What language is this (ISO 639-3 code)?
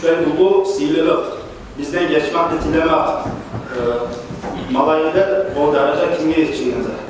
kum